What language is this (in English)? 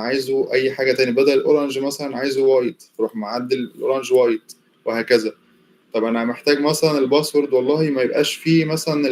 Egyptian Arabic